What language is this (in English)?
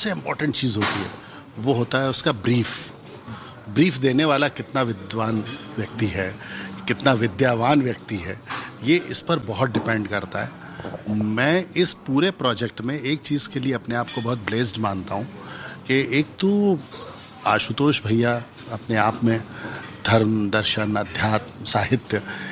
Hindi